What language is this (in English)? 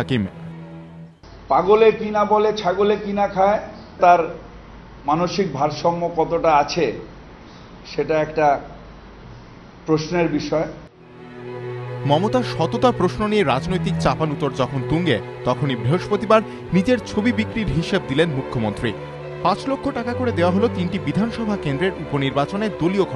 Bangla